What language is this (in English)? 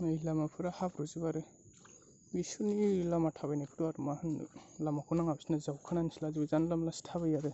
Bodo